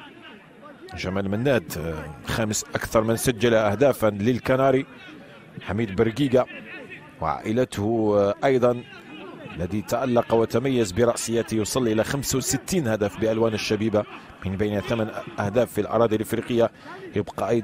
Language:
Arabic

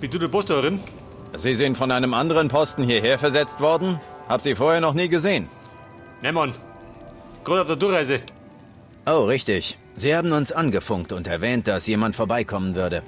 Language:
Bavarian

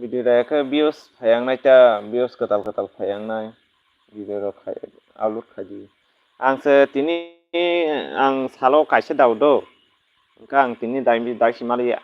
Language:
Kok Borok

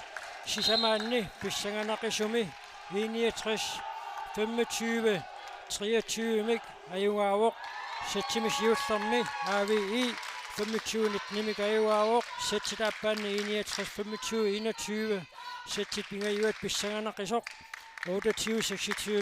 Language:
Kalaallisut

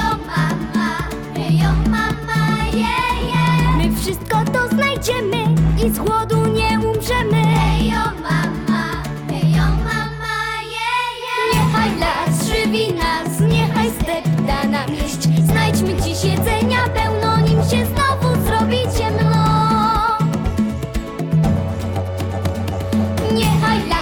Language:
Polish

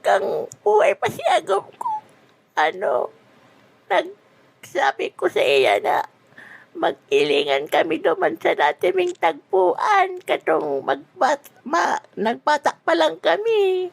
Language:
Bikol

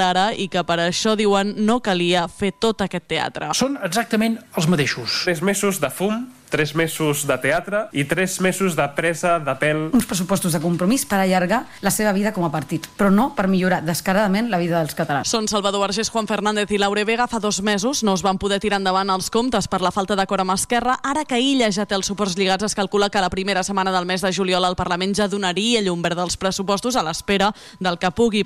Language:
Catalan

